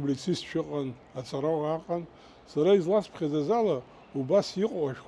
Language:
Abkhazian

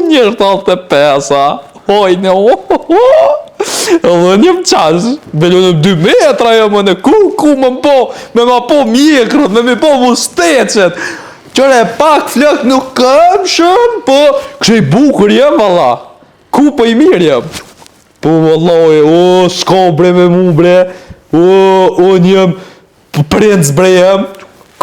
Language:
Albanian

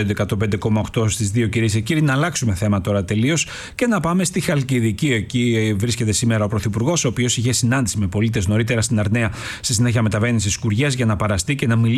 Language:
Greek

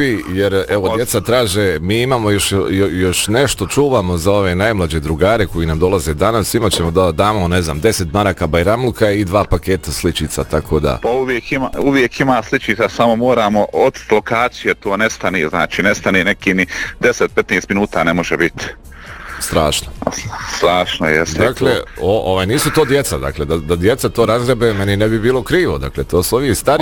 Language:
Bosnian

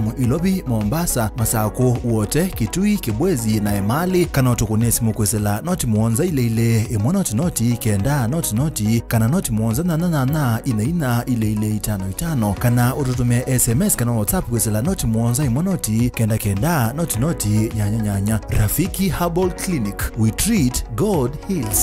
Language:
Kamba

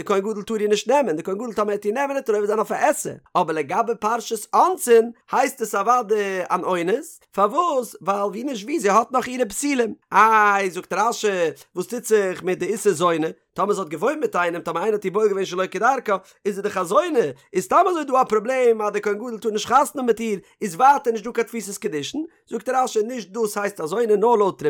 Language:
Yiddish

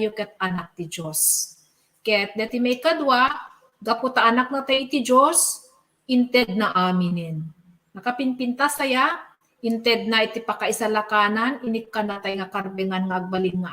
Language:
Iloko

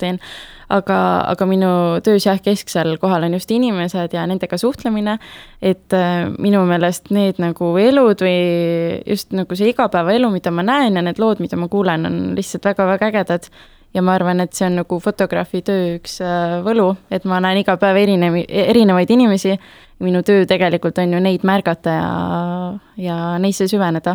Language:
Estonian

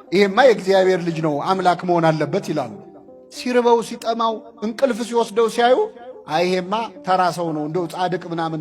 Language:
Amharic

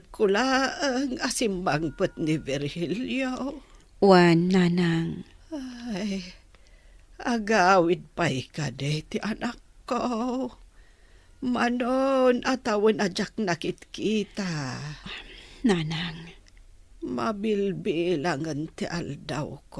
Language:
Iloko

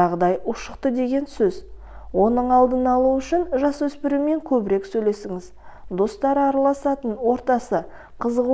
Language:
Kazakh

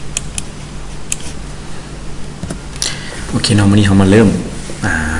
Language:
Lao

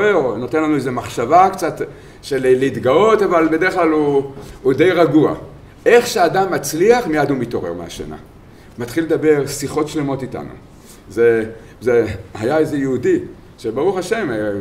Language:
Hebrew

